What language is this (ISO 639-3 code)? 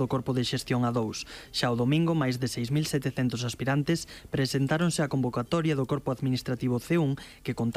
glg